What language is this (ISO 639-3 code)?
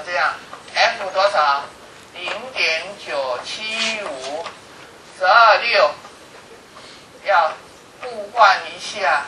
zho